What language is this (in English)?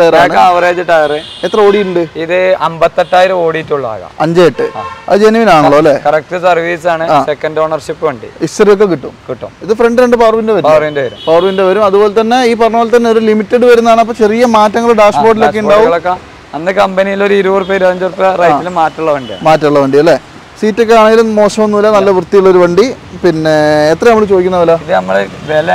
Malayalam